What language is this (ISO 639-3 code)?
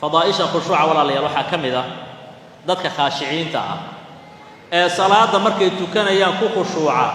som